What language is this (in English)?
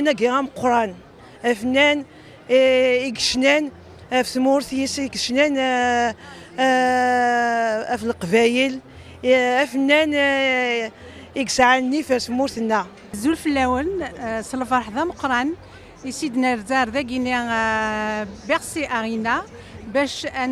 Kabyle